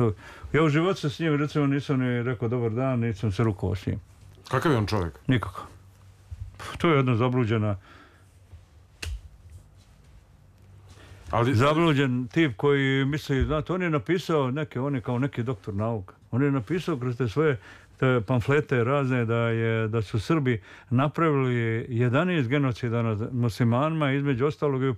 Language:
Serbian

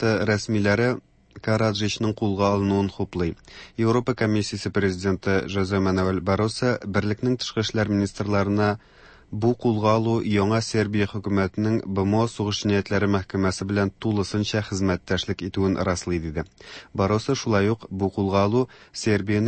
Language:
Tatar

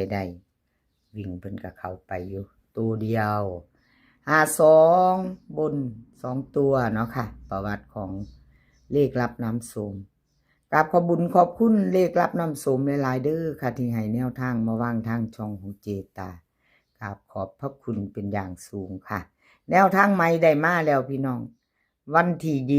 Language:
Lao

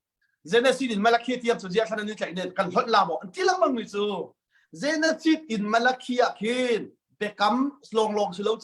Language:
Hakha Chin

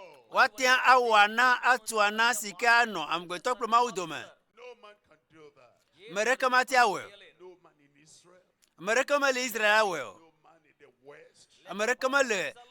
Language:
Ewe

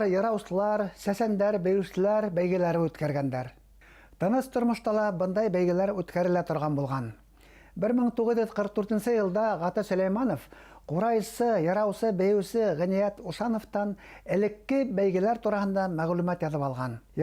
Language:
Bashkir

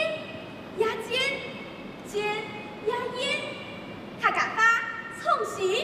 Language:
Hakka Chinese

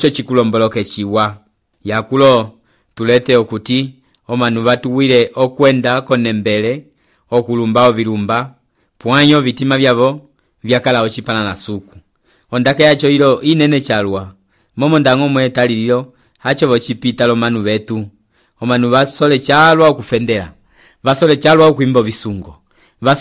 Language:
Umbundu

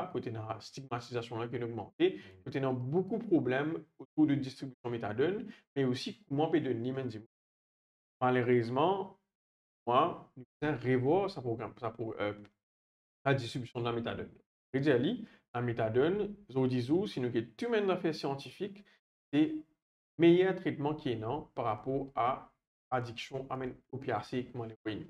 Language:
Morisyen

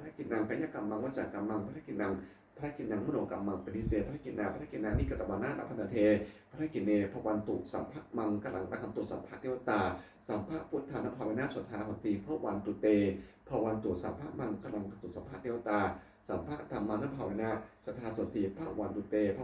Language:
Pali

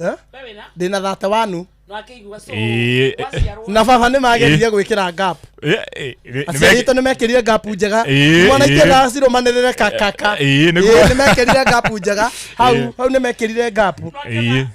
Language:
Kikuyu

